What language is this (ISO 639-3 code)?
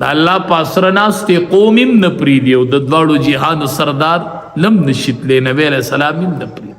pus